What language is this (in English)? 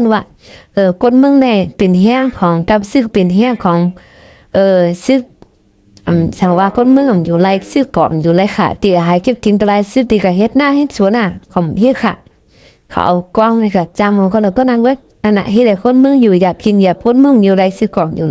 Shan